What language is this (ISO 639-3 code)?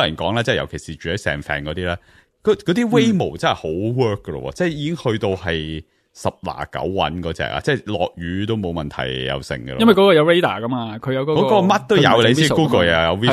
yue